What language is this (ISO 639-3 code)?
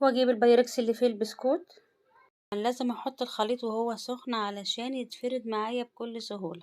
arz